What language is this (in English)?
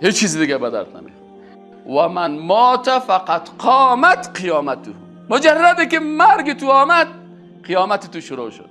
Persian